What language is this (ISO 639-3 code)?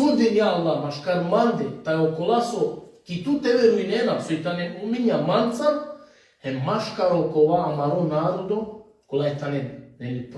rmn